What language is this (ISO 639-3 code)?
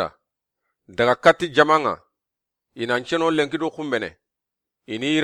snk